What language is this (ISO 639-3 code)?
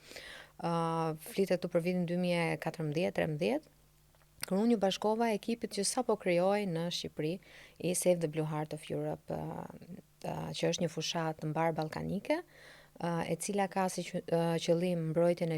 sqi